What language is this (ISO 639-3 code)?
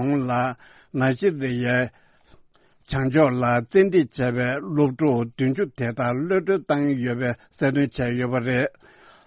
bod